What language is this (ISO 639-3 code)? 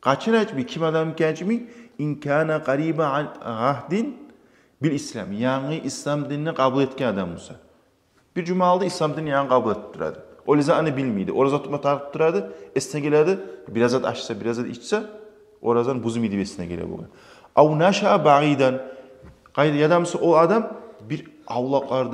kum